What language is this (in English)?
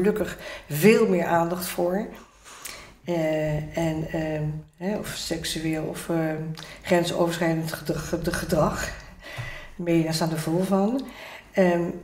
Dutch